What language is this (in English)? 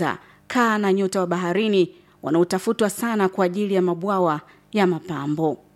Swahili